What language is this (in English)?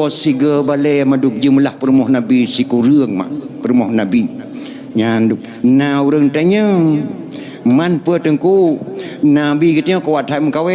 Achinese